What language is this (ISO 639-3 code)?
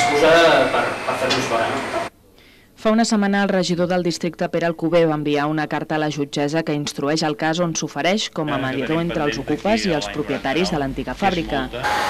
cat